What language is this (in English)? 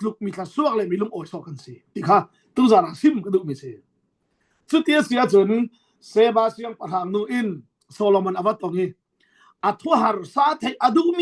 Falam Chin